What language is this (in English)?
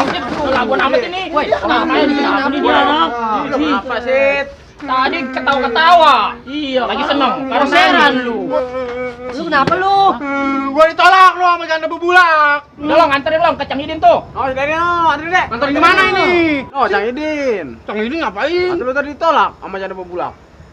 Betawi